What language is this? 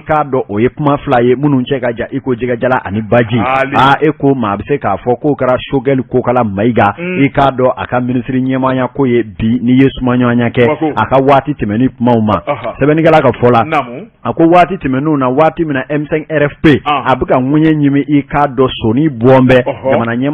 Bambara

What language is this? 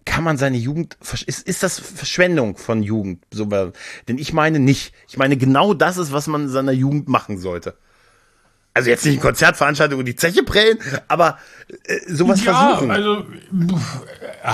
German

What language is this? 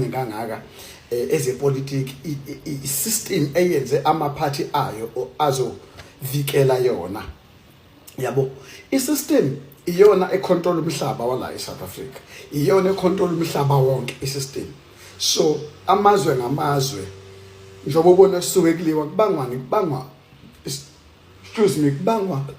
Zulu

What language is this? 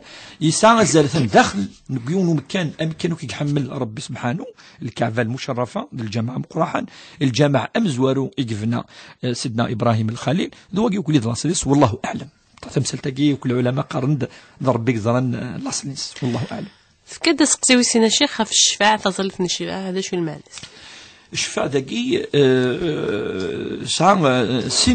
Kabyle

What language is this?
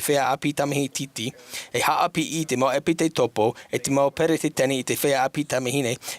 Tahitian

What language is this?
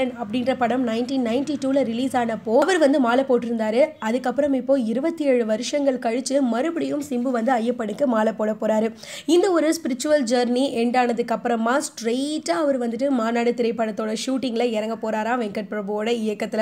Tamil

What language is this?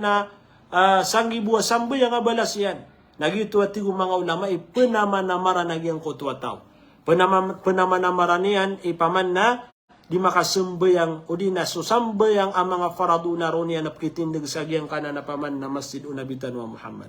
Maranao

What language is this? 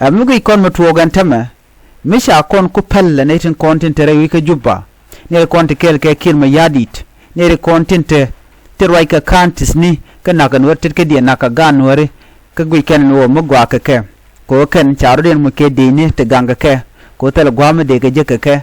Nuer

